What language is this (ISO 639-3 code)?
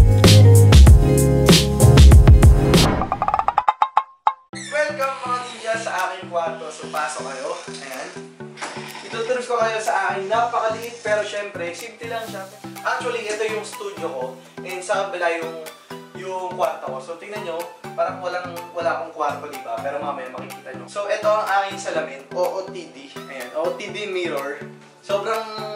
fil